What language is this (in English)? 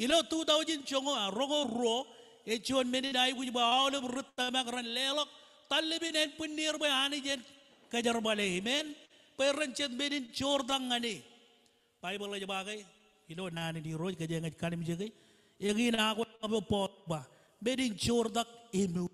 Marshallese